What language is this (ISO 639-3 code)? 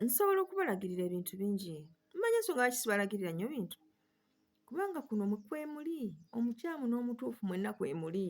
lug